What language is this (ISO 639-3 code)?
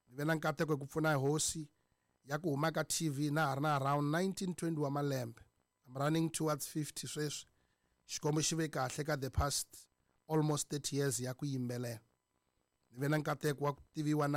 tso